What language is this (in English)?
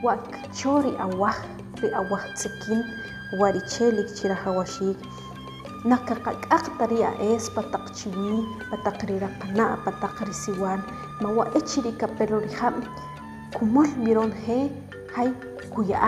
Achi